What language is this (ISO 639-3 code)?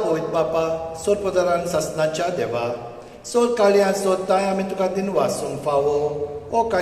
kok